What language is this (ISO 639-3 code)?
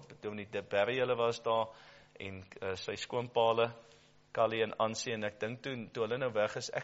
afr